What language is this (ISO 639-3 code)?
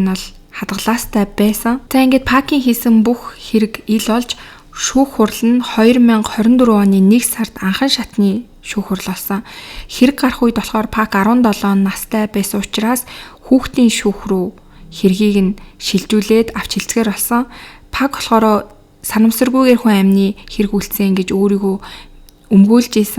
mon